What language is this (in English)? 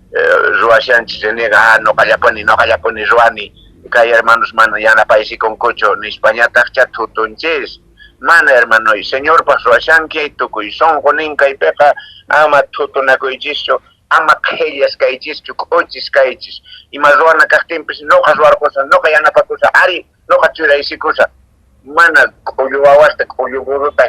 Quechua